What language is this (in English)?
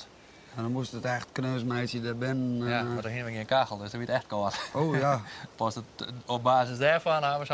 Western Frisian